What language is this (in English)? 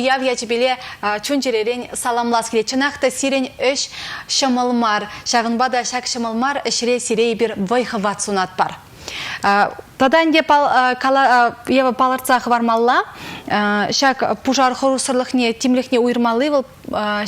Chuvash